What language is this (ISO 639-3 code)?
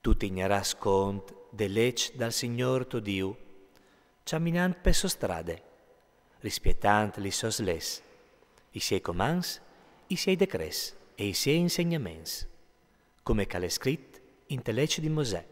fur